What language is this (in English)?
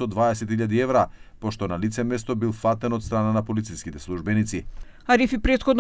Macedonian